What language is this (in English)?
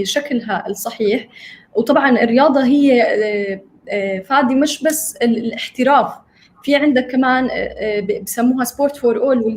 North Levantine Arabic